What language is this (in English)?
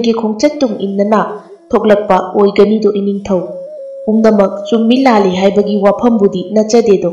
Manipuri